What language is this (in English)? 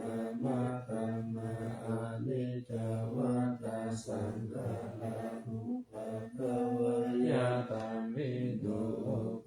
Pali